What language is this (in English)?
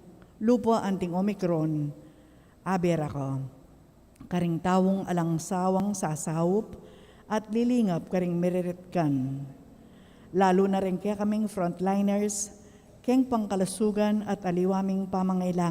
Pampanga